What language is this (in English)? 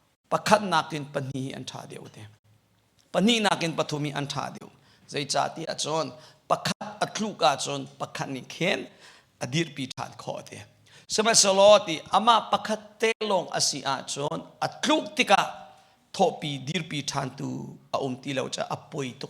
Hakha Chin